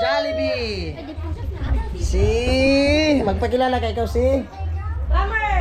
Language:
Bikol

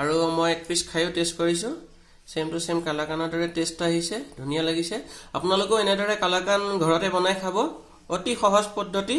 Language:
Assamese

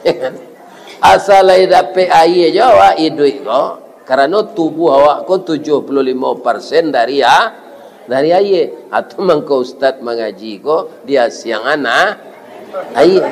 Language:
Minangkabau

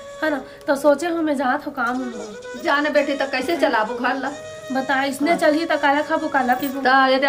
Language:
Chhattisgarhi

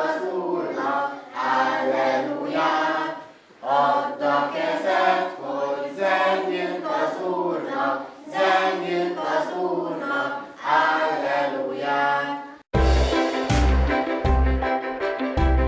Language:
Hungarian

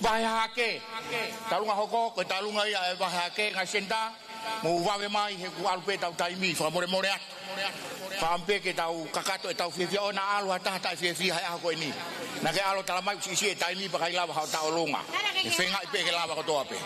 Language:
Tongan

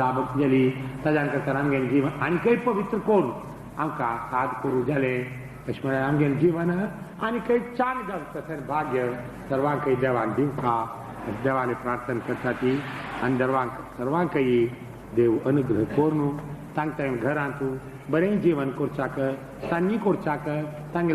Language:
Konkani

